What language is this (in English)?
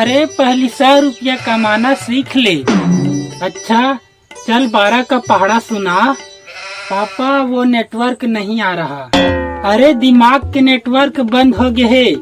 Chhattisgarhi